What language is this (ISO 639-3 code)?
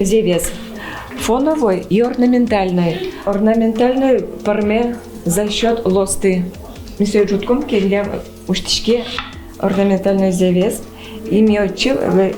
udm